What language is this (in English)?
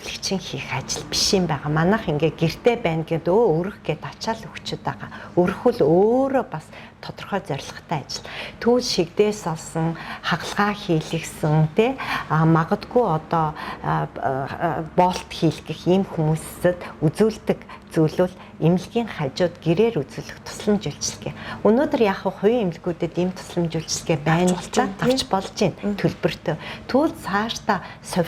Mongolian